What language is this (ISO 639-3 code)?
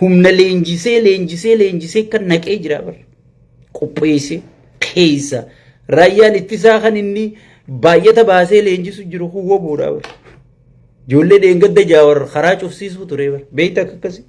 orm